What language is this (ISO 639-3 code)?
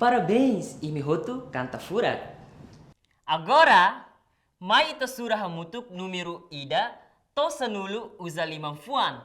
tet